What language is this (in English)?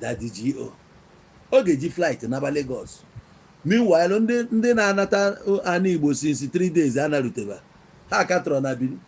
Igbo